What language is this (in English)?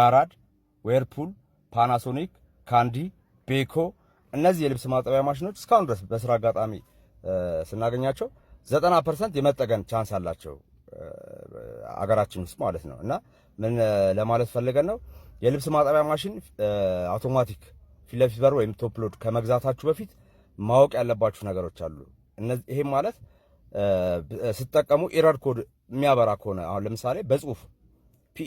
Amharic